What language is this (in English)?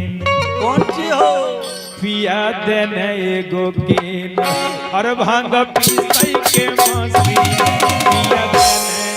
Magahi